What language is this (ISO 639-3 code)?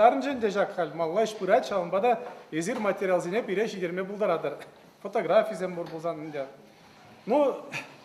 chv